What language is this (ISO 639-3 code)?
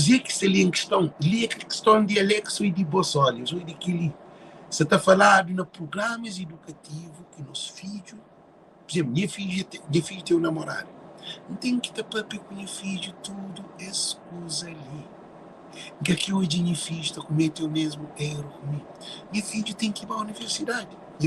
kea